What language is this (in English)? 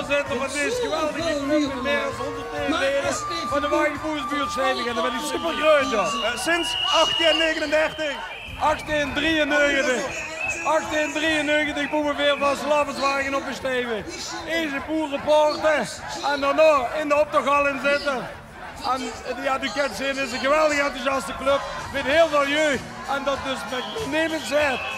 Limburgish